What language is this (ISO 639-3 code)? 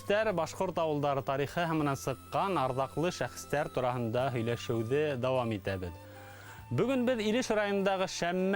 bak